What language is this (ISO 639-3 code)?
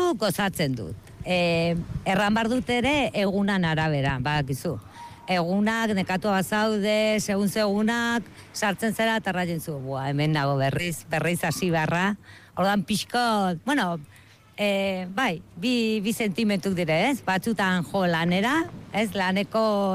eus